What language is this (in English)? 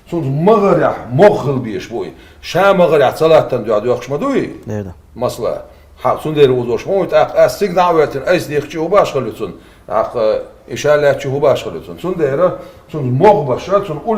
Chechen